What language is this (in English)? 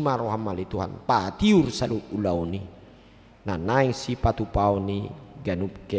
Batak Toba